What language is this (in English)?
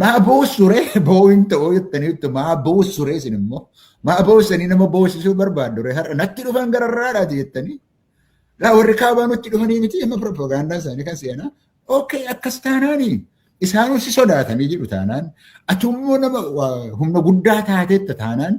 Oromo